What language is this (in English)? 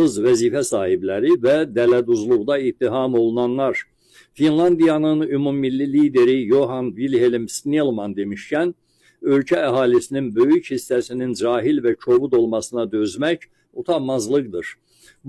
Azerbaijani